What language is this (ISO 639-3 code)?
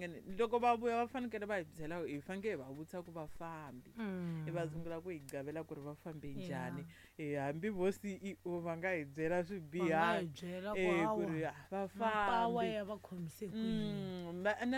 tso